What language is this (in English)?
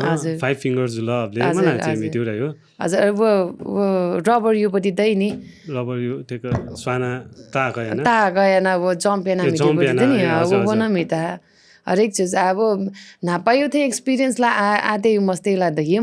Newari